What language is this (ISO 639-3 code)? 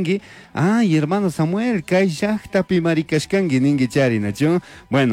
qug